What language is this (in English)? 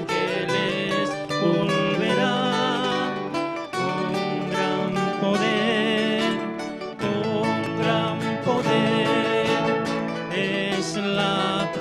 South Bolivian Quechua